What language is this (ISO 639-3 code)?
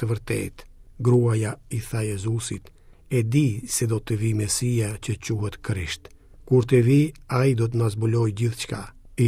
sqi